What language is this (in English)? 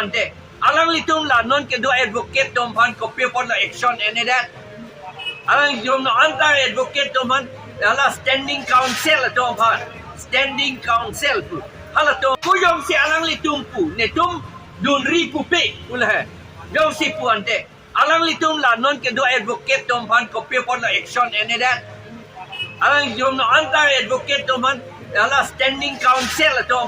Karbi